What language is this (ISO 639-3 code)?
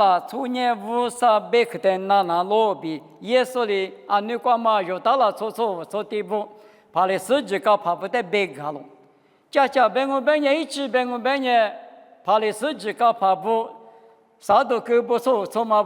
lis